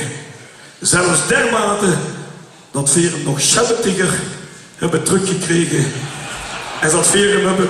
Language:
Limburgish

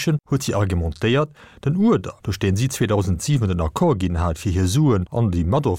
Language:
Luxembourgish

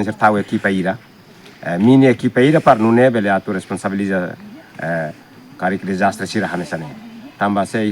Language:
Tetum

